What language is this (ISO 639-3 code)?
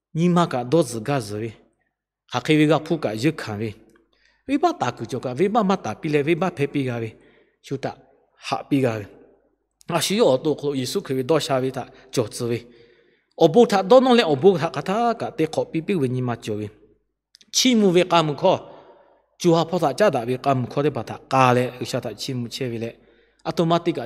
lhu